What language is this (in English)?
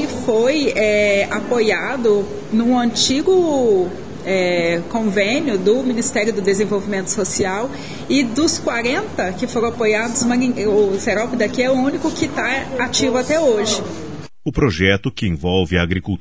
Portuguese